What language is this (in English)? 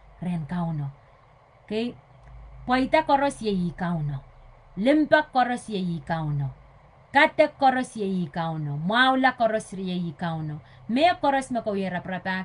Pohnpeian